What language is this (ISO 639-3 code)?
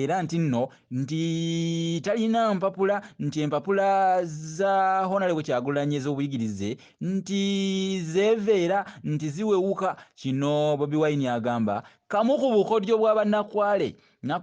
lug